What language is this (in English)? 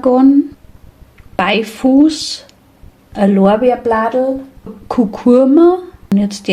Bavarian